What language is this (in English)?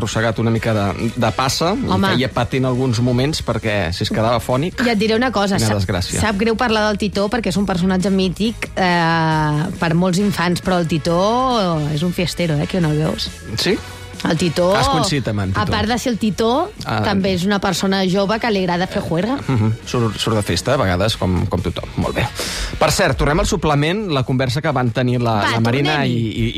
Catalan